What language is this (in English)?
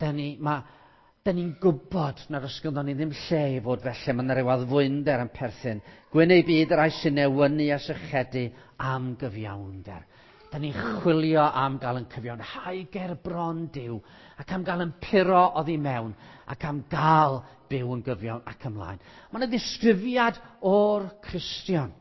Welsh